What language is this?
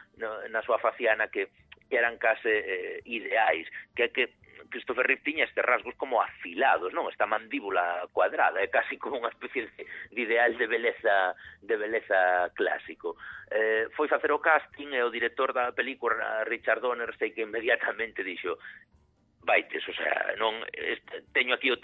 Galician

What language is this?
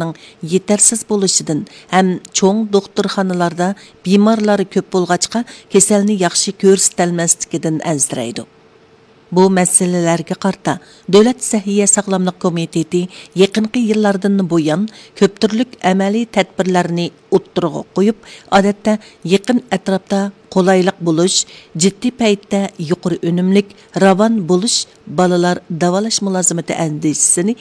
Uyghur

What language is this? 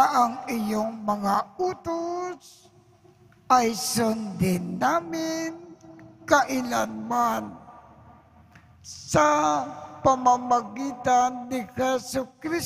Filipino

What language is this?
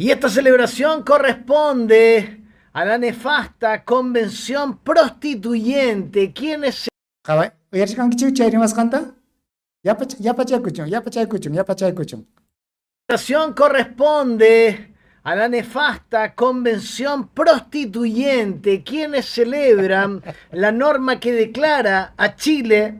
Ayacucho Quechua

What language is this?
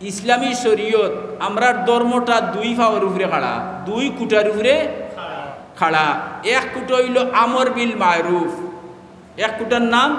Sylheti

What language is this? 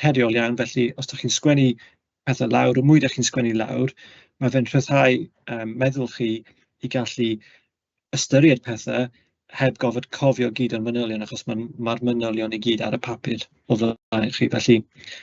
Welsh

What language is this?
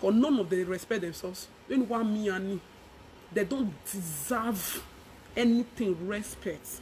Nigerian Pidgin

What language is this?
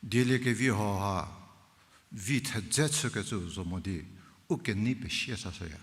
Angami Naga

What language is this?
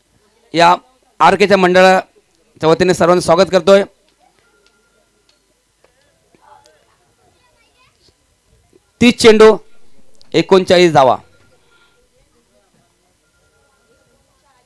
Marathi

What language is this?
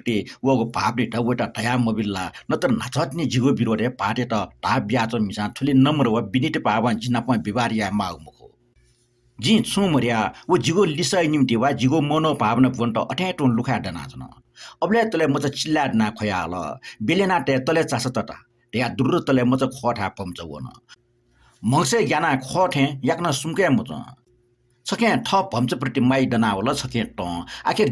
Newari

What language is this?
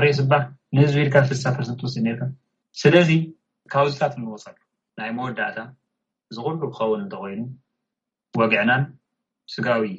Tigrinya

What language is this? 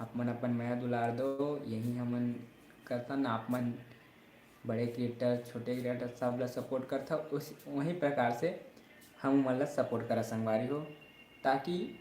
Chhattisgarhi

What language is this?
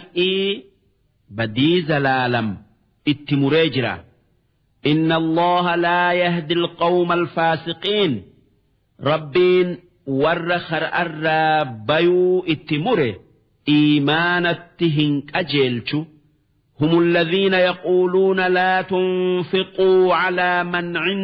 Oromo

